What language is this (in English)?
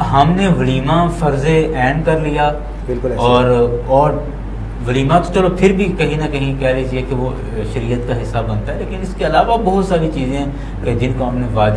Urdu